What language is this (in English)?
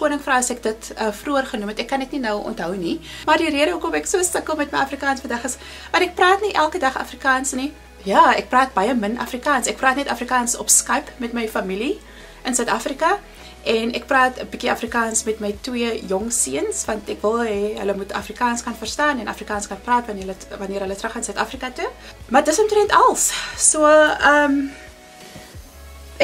Afrikaans